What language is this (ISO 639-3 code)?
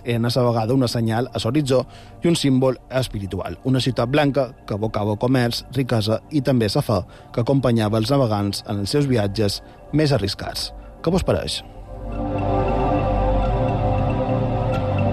cat